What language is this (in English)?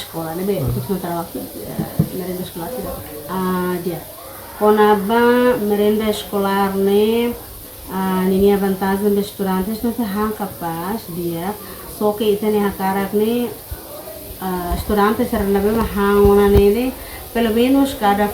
Tetum